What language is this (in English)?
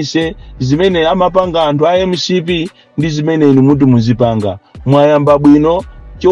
Nyanja